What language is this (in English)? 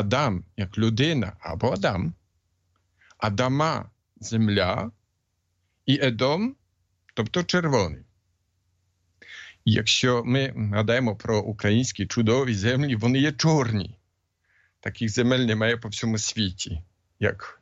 Ukrainian